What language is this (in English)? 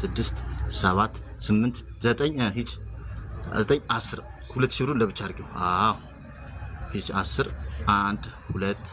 Amharic